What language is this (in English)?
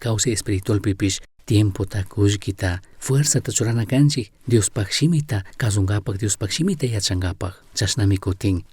Chimborazo Highland Quichua